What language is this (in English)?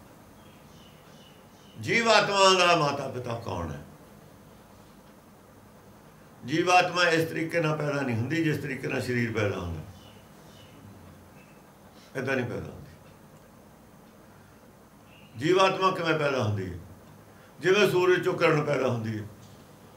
Punjabi